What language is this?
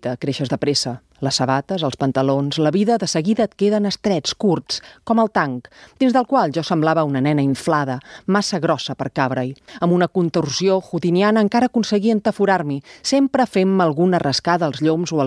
Catalan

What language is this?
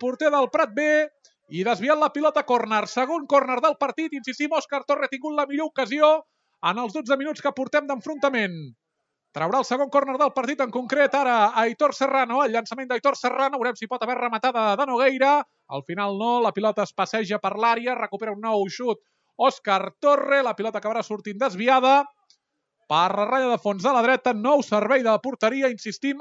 Catalan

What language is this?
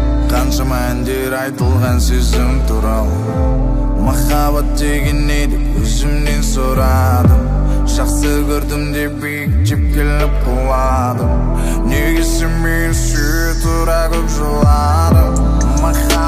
Kazakh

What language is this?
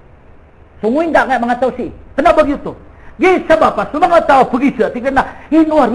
Maranao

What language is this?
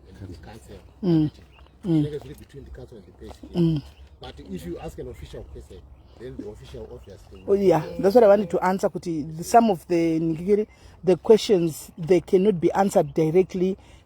Shona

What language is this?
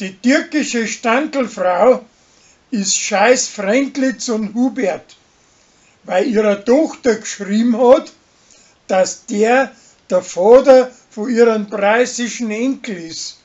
Bavarian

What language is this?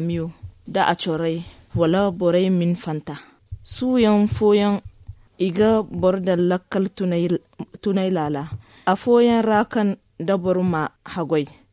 Zarma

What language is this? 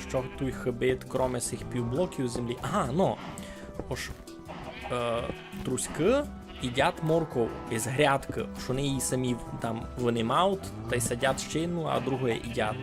Rusyn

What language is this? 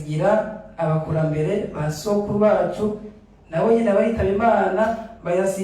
Rundi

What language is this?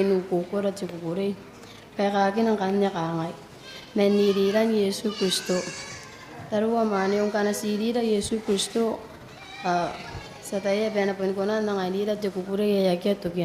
Gilbertese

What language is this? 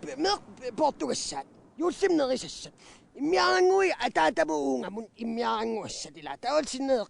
Kalaallisut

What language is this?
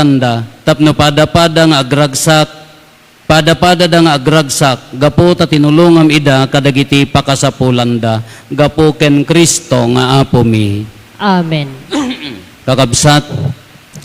Iloko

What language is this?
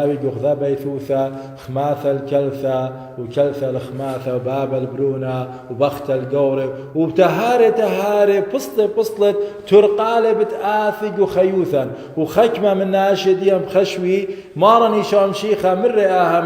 Assyrian Neo-Aramaic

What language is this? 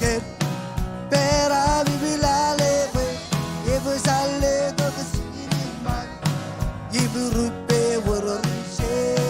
Marshallese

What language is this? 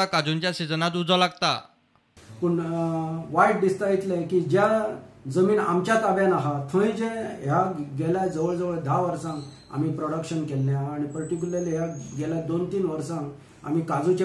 Konkani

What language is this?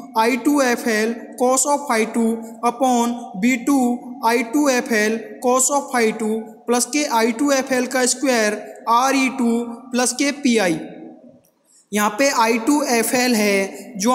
Hindi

